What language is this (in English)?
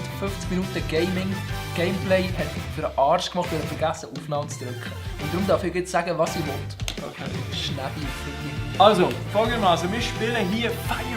Swiss German